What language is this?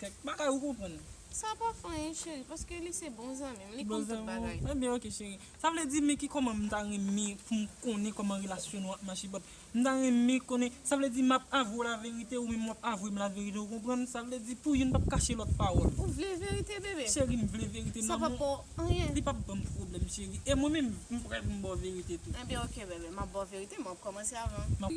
Haitian Creole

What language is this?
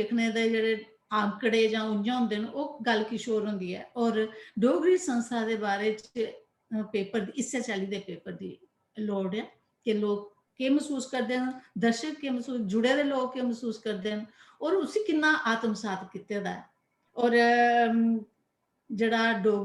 Dogri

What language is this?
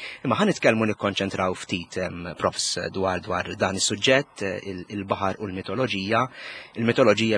Maltese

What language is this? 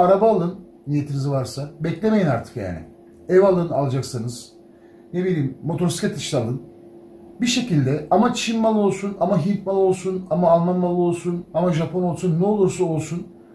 Turkish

